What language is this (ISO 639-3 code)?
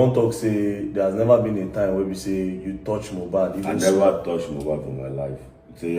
pcm